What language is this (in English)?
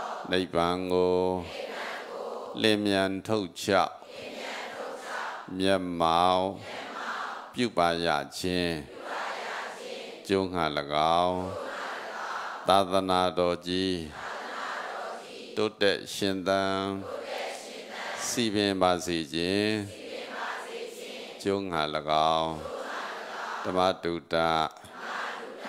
Burmese